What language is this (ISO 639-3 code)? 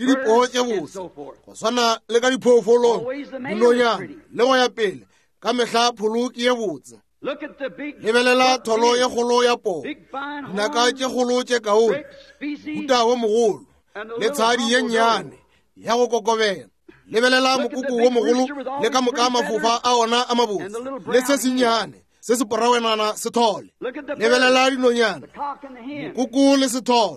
nso